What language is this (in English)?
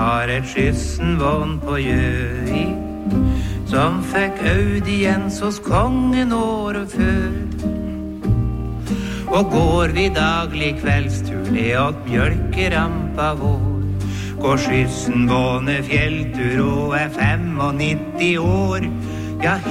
Norwegian